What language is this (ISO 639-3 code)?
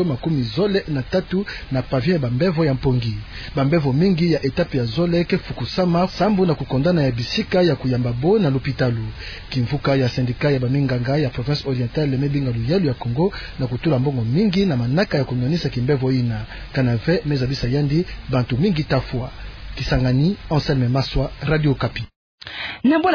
ktu